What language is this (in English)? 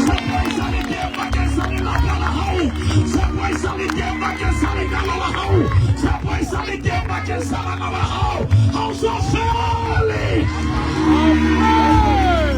Southern Sotho